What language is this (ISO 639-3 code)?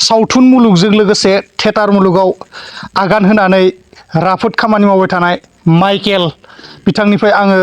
brx